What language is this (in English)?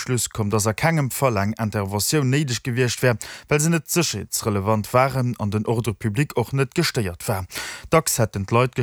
Luxembourgish